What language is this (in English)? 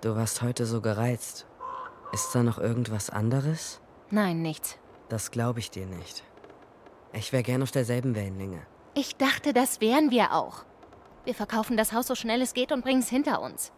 Swiss German